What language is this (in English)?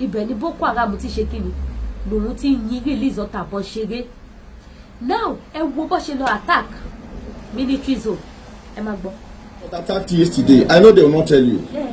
Yoruba